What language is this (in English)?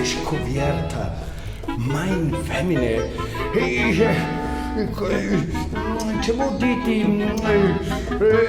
Friulian